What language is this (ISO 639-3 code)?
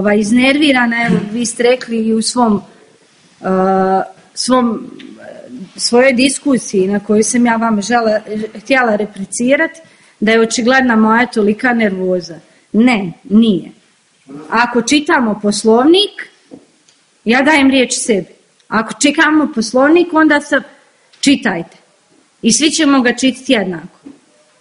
bos